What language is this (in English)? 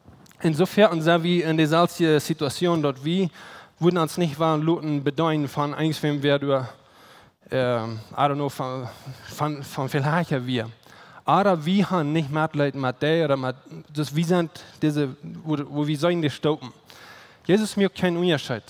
Plautdietsch